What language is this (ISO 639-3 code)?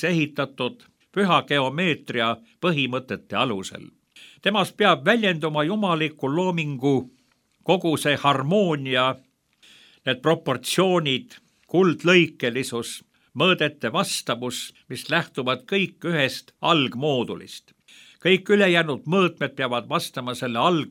est